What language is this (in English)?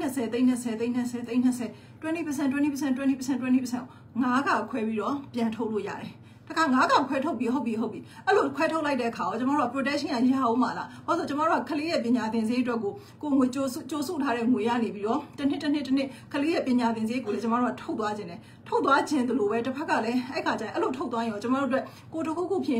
Burmese